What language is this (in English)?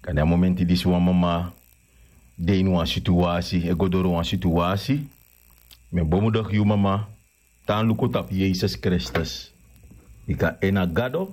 Sranan Tongo